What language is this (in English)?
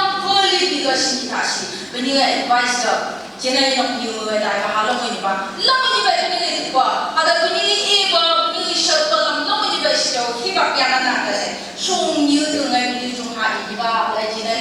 Phom Naga